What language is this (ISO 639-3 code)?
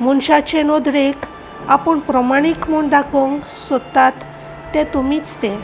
kok